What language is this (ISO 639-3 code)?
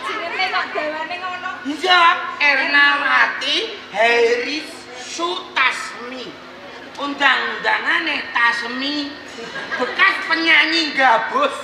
jav